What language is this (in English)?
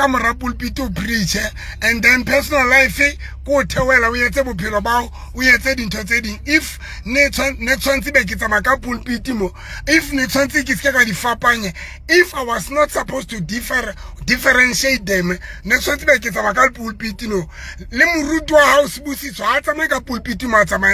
Southern Sotho